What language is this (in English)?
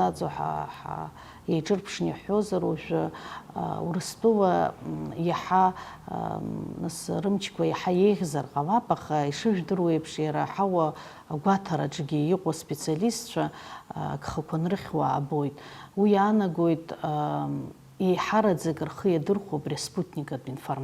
Abkhazian